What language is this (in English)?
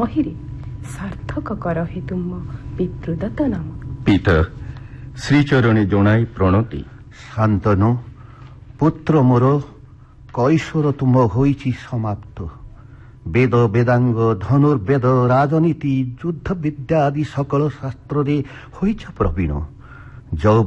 Odia